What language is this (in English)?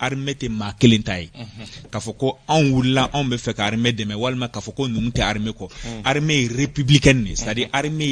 Bambara